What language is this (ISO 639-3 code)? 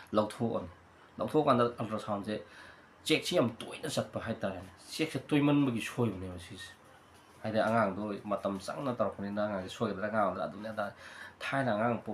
mni